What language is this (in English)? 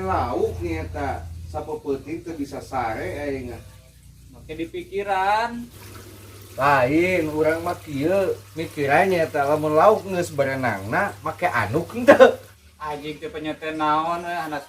Sundanese